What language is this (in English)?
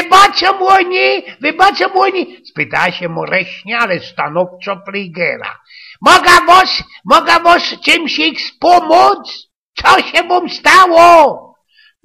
Silesian